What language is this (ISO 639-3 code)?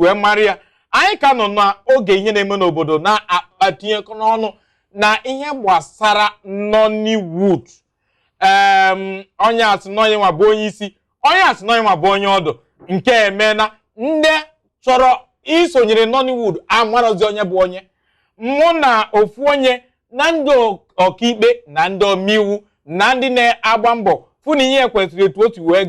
ibo